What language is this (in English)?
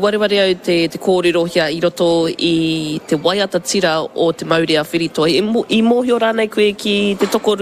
Māori